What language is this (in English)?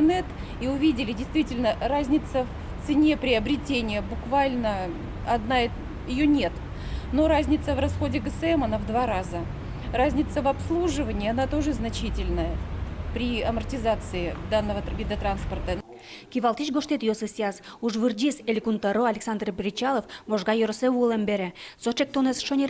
Udmurt